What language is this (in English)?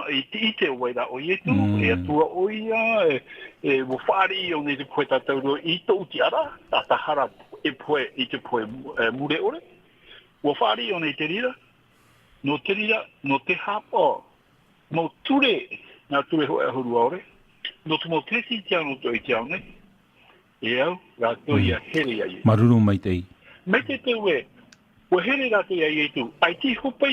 Tahitian